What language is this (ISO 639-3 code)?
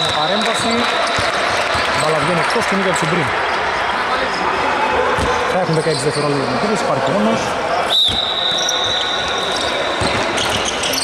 ell